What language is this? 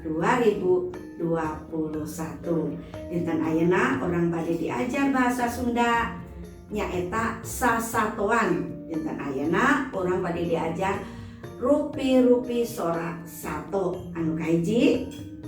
Sundanese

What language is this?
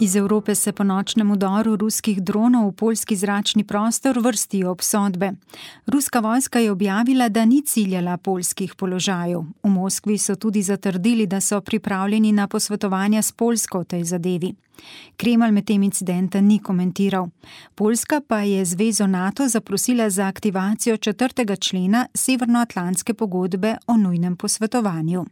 Slovenian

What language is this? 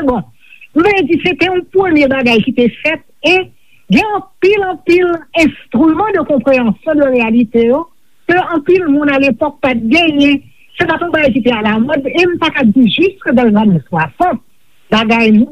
Haitian Creole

